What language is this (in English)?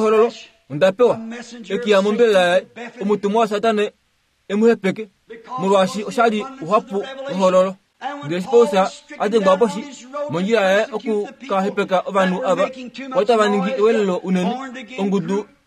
Kuanyama